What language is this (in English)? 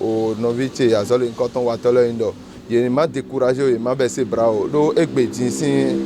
Fon